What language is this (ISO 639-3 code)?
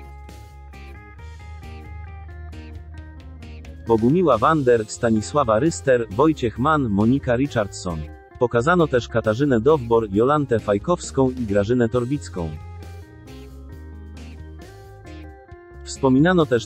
pol